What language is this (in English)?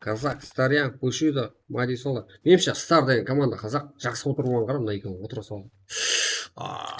Kara-Kalpak